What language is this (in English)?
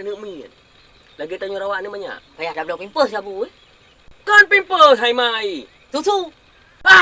Achinese